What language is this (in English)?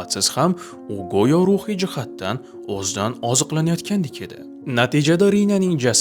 Uzbek